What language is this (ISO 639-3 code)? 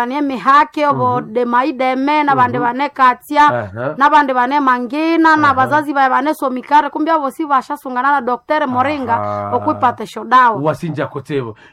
nnb